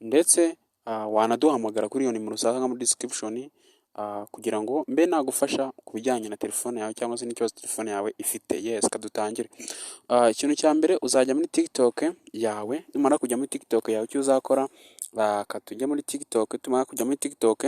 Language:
Kinyarwanda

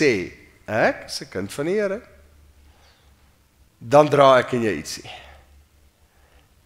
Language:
Afrikaans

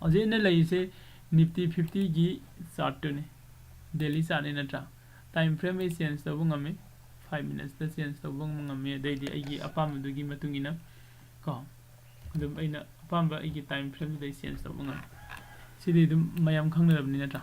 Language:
Manipuri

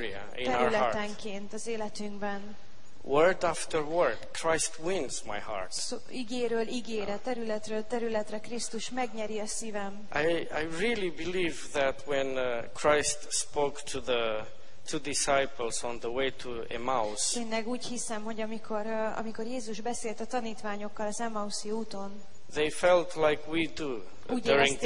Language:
Hungarian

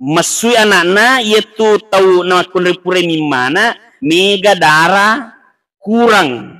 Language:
Buginese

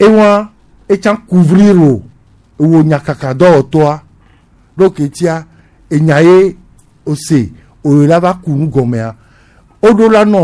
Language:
Gen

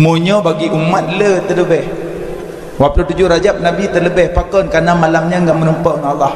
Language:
Achinese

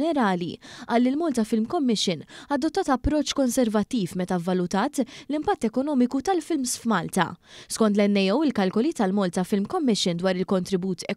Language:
Maltese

